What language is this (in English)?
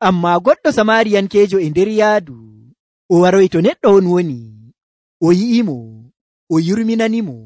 Nigerian Fulfulde